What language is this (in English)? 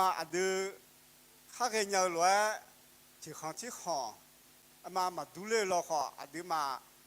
Akha